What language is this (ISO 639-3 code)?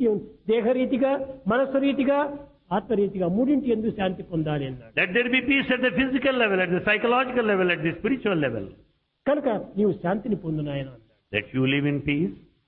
tel